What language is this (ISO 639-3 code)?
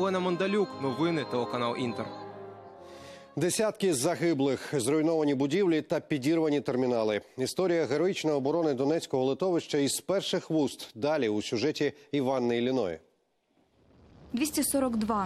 ukr